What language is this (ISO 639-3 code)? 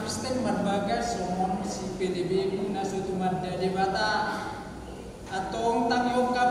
bbc